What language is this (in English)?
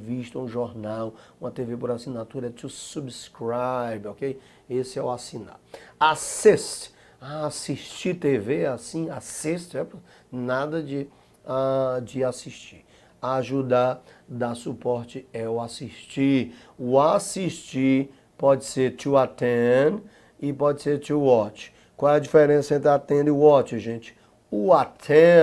Portuguese